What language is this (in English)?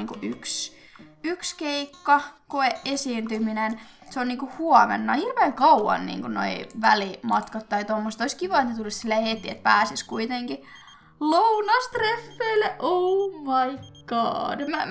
Finnish